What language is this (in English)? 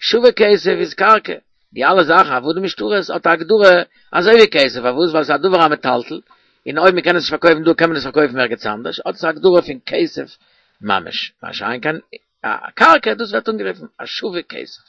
Yiddish